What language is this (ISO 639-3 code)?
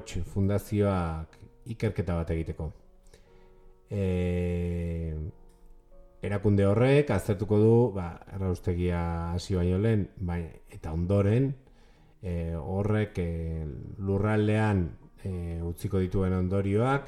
eus